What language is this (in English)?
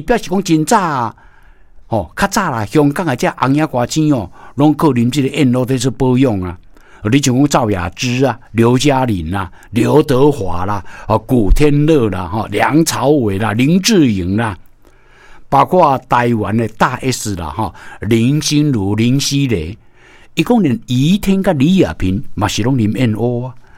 Min Nan Chinese